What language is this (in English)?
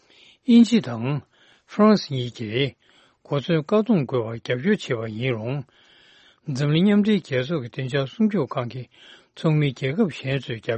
Tibetan